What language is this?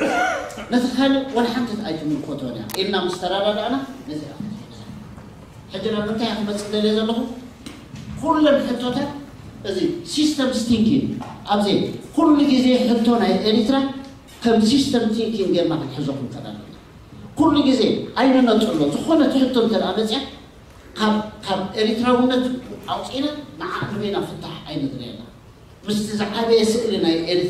Tigrinya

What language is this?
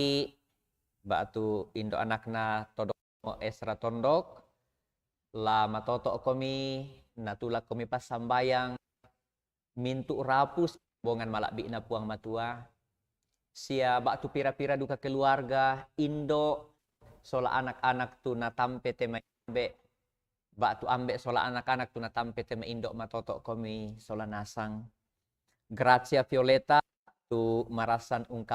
Toraja-Sa'dan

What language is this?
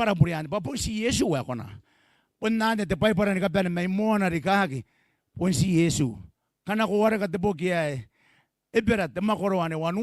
Gilbertese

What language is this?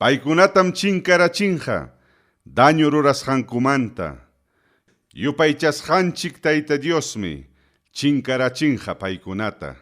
Ayacucho Quechua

